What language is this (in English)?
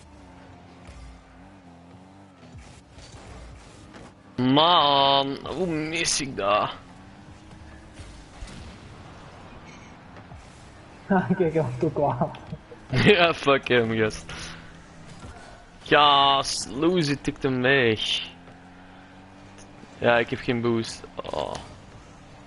Dutch